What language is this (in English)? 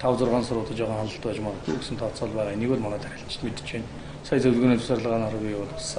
Mongolian